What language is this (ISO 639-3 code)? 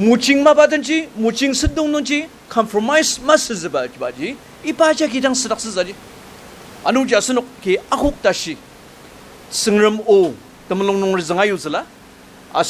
njo